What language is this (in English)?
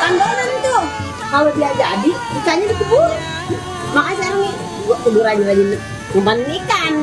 Betawi